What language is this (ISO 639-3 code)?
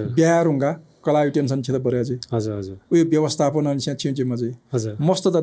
new